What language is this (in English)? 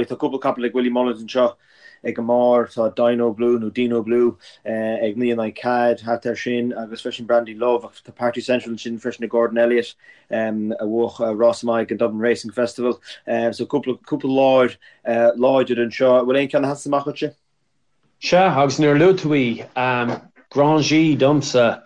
Irish